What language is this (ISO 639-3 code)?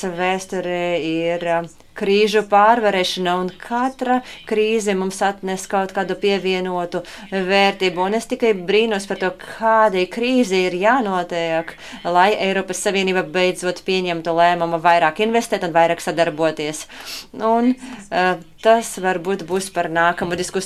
lav